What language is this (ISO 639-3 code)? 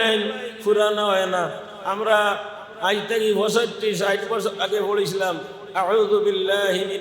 syl